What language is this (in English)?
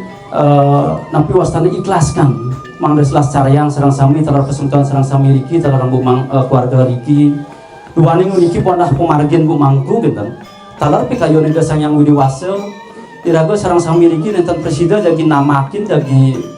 Balinese